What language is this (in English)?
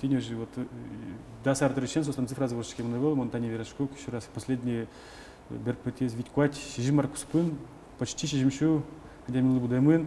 Udmurt